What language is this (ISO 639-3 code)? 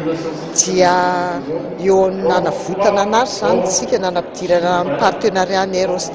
mlg